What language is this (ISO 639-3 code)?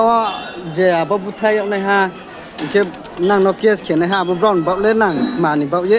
ria